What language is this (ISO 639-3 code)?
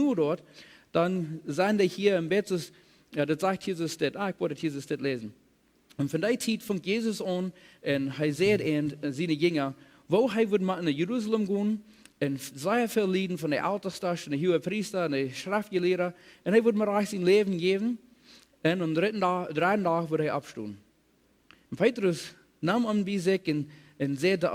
pdt